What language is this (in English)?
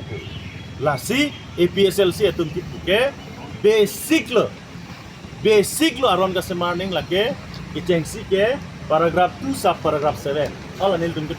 Karbi